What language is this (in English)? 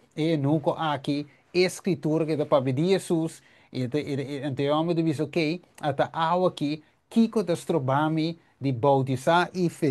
Papiamento